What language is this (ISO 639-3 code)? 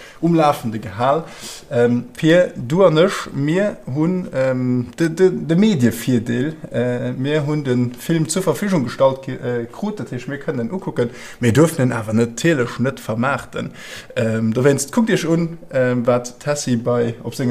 ltz